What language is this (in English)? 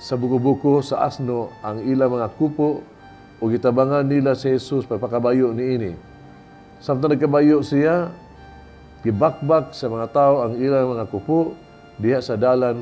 Cebuano